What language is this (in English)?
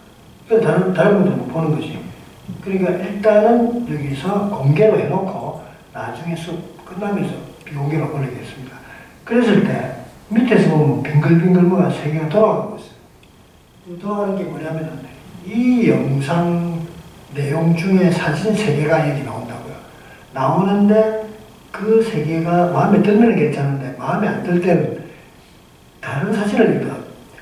Korean